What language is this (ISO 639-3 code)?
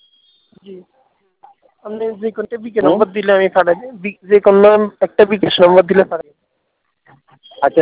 ben